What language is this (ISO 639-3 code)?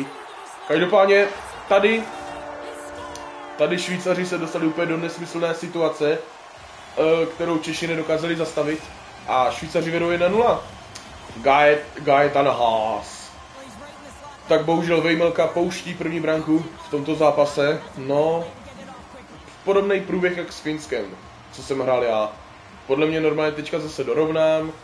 ces